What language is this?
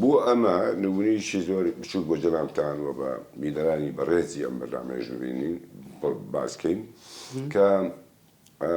Central Kurdish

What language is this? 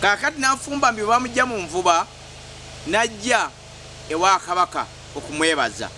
Ganda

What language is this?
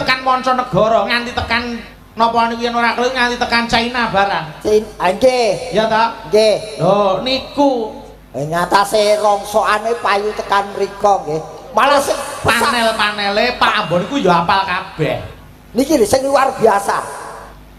Javanese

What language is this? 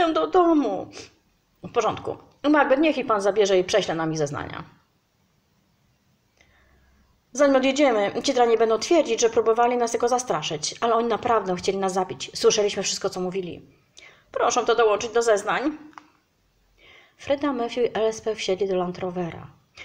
Polish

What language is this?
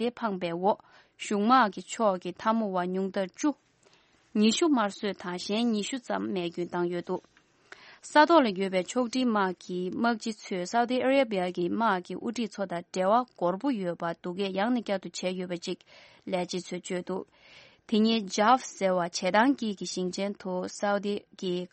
Tibetan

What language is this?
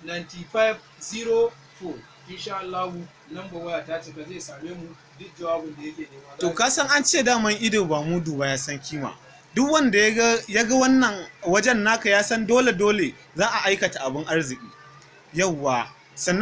Hausa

